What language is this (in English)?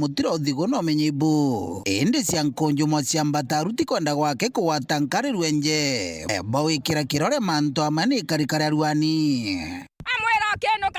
Meru